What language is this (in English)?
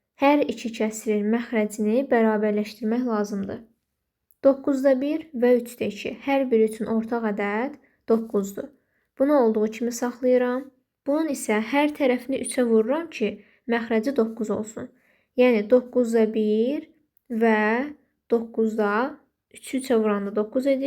Azerbaijani